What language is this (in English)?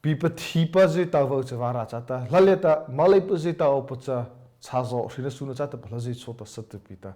Mara Chin